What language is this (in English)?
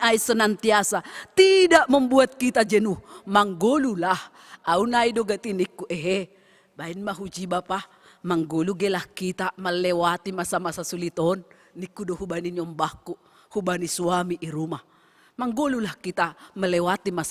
Batak Simalungun